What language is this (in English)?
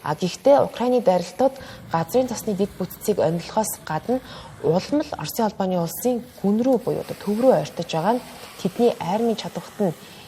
Mongolian